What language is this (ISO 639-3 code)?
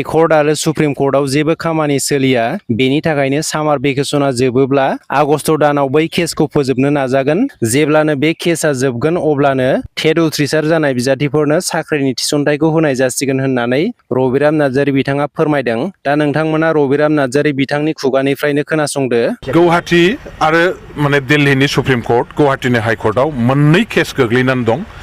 brx